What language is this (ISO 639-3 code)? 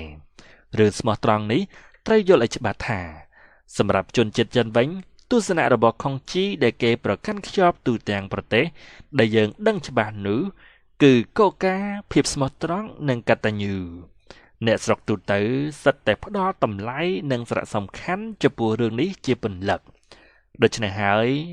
khm